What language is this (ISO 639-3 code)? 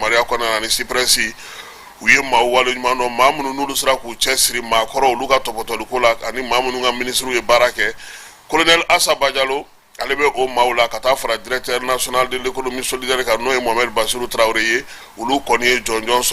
bam